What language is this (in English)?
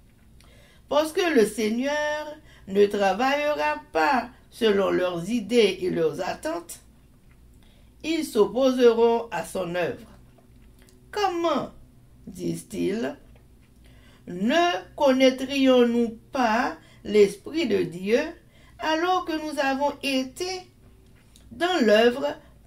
French